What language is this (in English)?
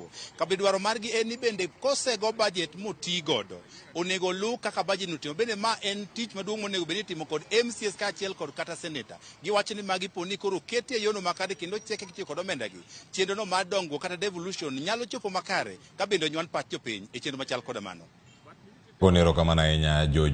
Luo (Kenya and Tanzania)